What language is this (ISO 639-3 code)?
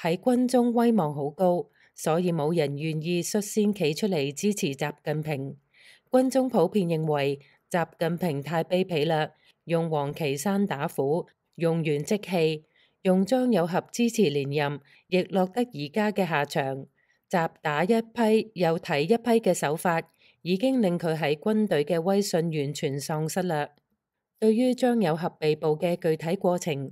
yue